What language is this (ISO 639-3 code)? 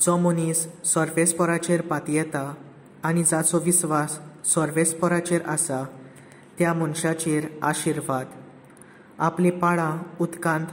kok